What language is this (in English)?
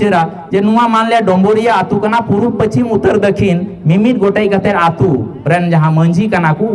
Santali